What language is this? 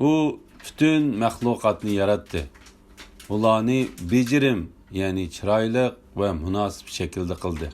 Uyghur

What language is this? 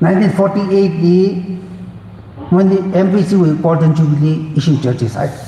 Tangkhul Naga (India)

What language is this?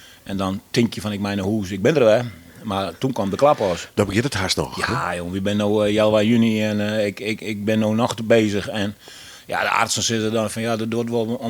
Western Frisian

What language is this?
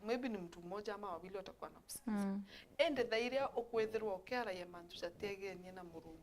Meru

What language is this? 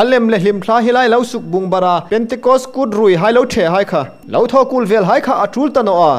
Hmar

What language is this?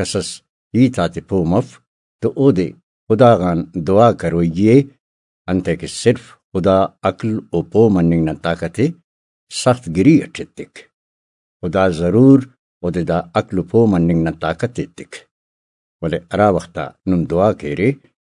Brahui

